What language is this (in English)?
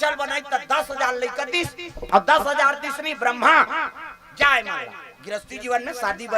Chhattisgarhi